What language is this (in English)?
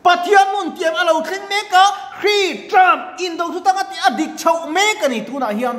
Mizo